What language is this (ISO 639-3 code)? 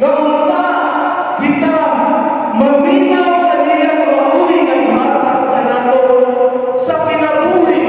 ceb